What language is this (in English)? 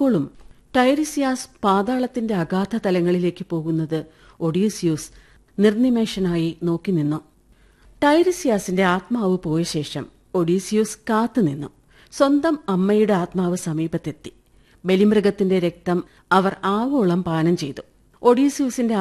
Malayalam